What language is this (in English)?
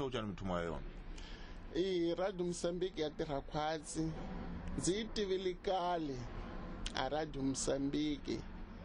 Tsonga